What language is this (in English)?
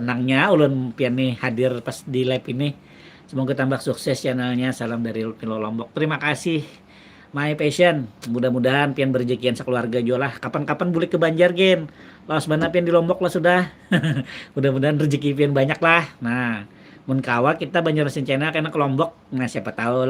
Banjar